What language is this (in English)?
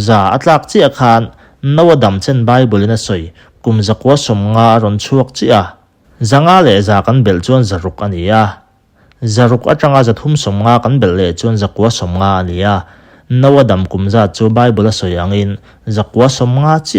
Mizo